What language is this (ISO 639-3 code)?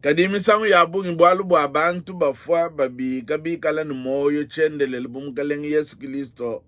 lua